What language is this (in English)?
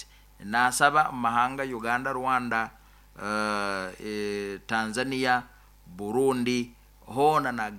Nyoro